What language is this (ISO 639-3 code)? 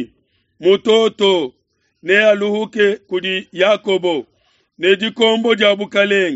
lua